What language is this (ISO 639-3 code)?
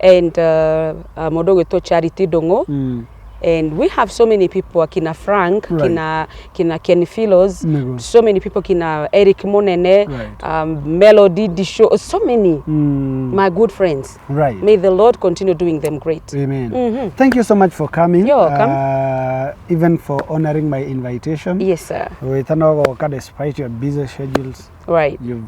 kik